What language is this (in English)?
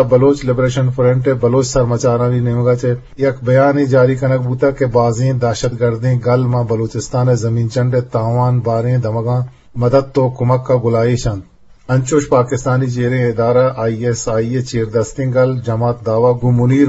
Eastern Balochi